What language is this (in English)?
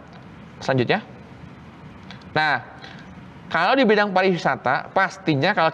Indonesian